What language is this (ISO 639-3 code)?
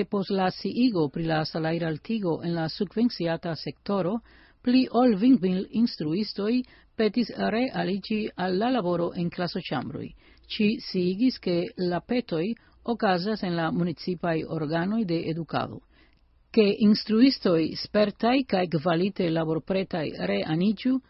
epo